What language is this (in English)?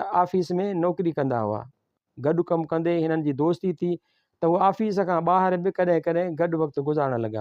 Sindhi